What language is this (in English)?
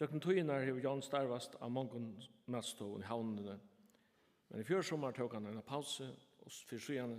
Faroese